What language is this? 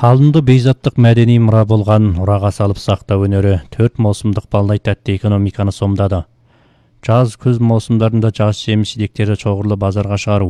Kazakh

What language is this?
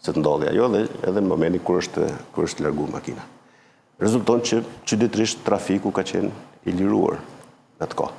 Albanian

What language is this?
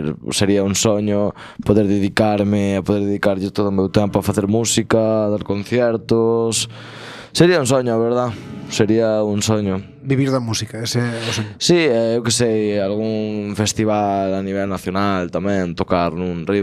Galician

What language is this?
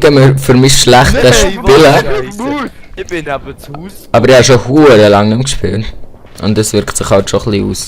Swiss German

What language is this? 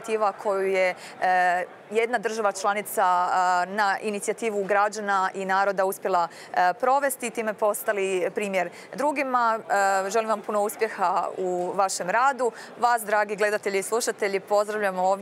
Croatian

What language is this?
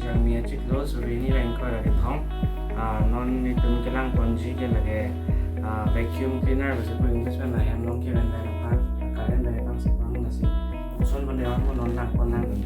Karbi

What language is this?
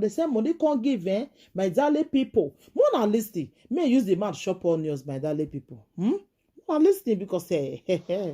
Nigerian Pidgin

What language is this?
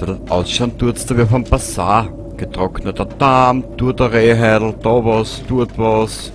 Bavarian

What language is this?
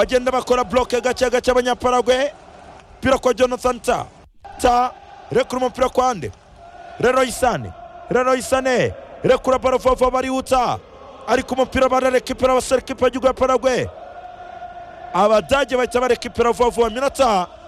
Kinyarwanda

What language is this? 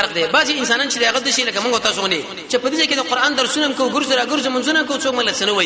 Pashto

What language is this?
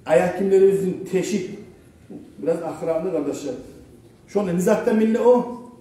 Kumyk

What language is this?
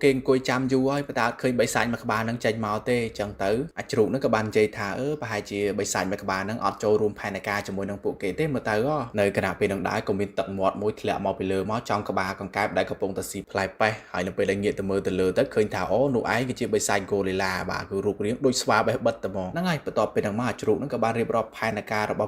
Khmer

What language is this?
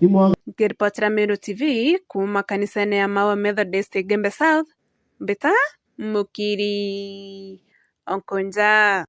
Meru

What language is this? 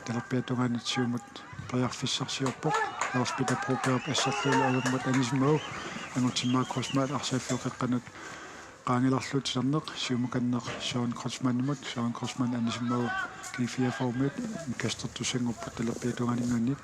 Kalaallisut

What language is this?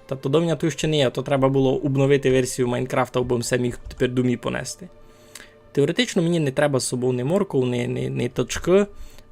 Rusyn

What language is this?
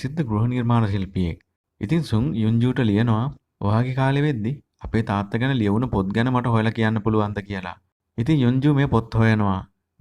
Sinhala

